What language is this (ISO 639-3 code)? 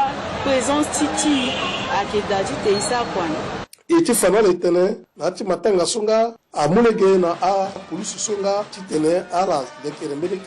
sag